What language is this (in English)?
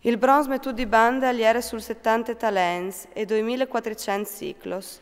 Friulian